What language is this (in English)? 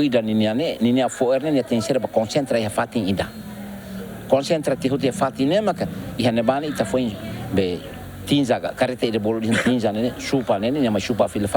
Tetum